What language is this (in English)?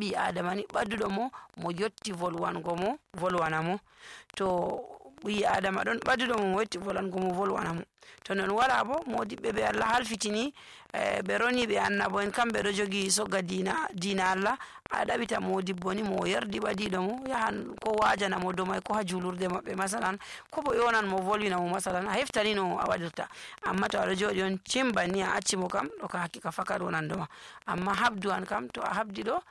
Nigerian Fulfulde